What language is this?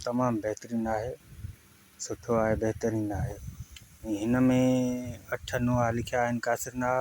Sindhi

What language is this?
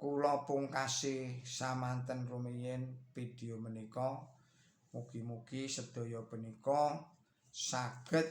Javanese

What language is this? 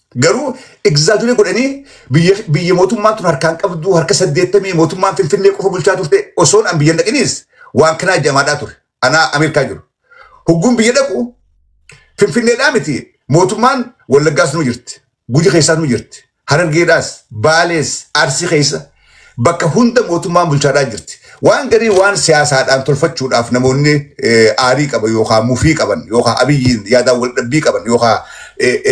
Oromo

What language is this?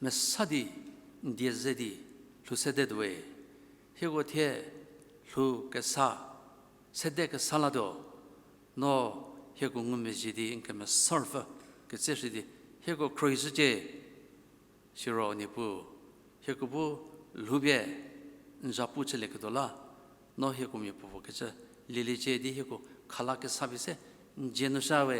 Angami Naga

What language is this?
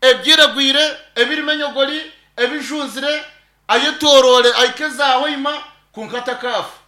Nyankole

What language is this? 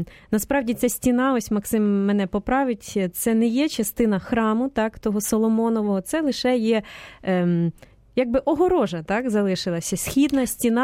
Ukrainian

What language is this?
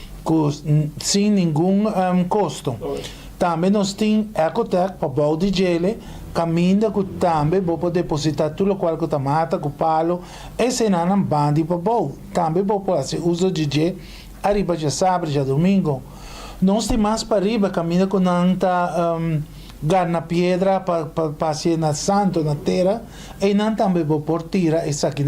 Papiamento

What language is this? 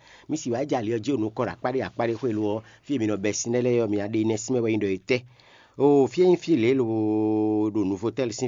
Fon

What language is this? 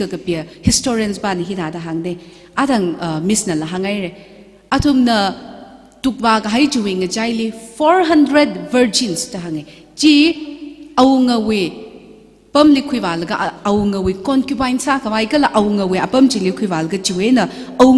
Tangkhul Naga (India)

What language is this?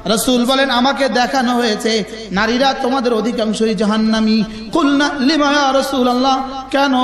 Bangla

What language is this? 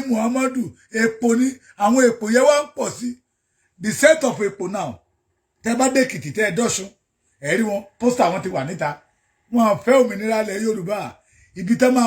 Yoruba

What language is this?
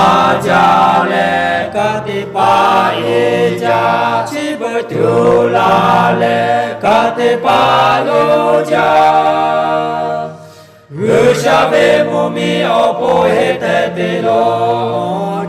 Lahu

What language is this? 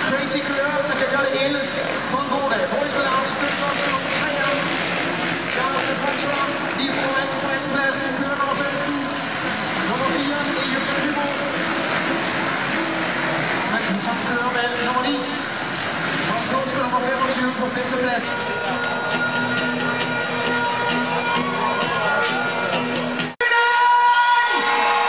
Danish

